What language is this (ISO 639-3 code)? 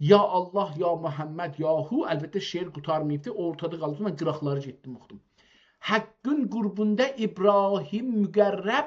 azb